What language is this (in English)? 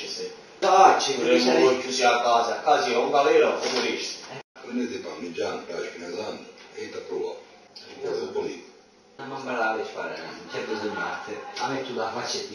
Italian